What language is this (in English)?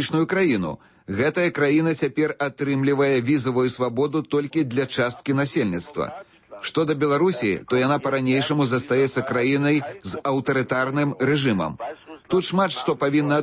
Belarusian